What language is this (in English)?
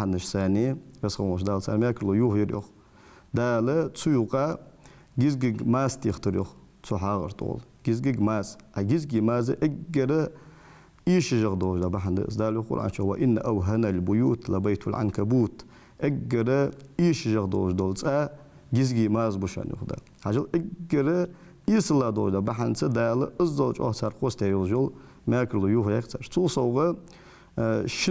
Ingush